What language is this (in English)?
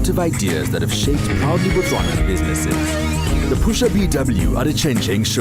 Tswana